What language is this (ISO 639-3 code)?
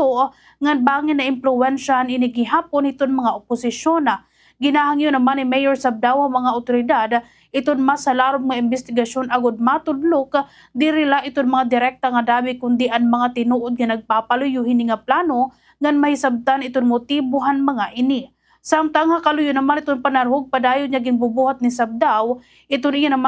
war